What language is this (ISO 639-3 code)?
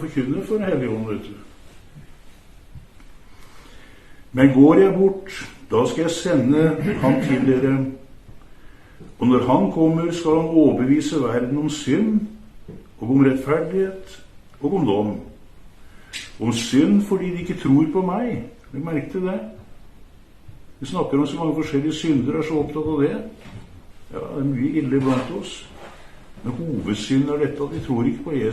nor